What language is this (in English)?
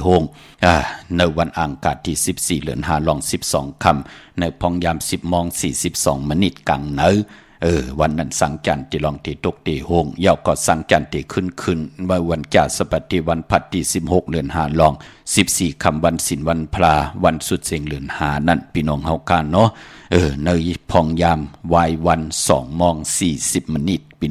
Shan